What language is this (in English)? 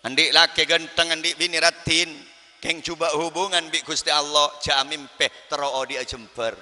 Madurese